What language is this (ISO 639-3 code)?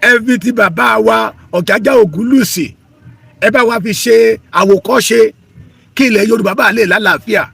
yor